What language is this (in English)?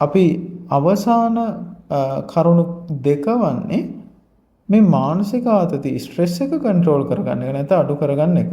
Sinhala